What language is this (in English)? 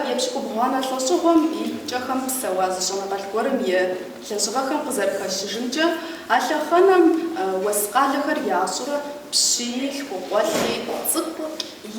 Kabardian